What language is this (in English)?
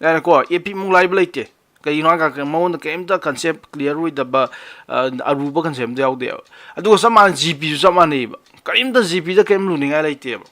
Manipuri